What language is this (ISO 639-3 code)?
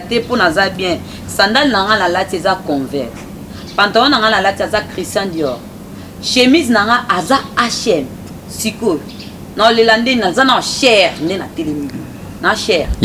lin